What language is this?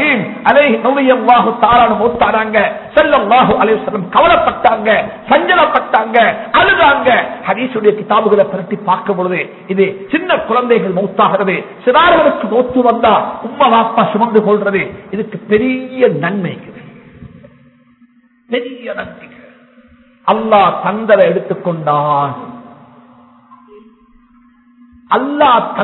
Tamil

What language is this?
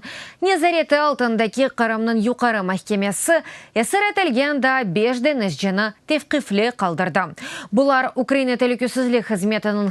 Crimean Tatar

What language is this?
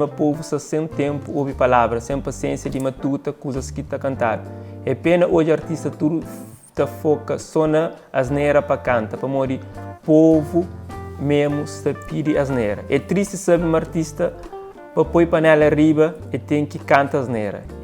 Kabuverdianu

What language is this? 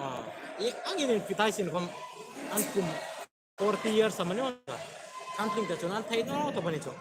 Hmar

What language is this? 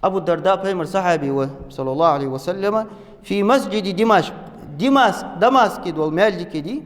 Ingush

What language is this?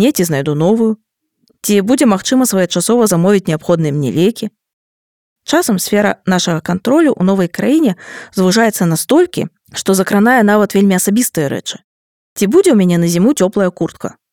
Belarusian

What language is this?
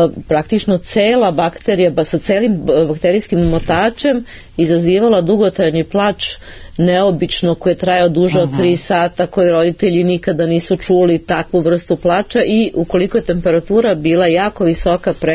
Serbian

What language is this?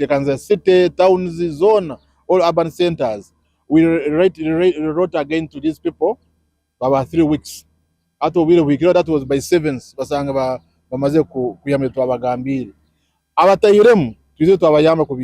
Nyankole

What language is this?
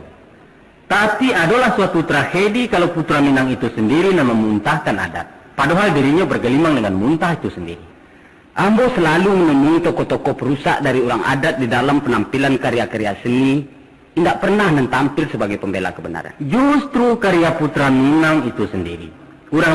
Minangkabau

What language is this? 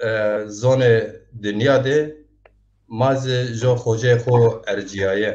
Zaza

